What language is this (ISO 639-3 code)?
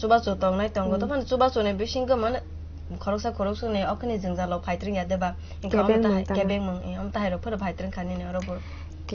trp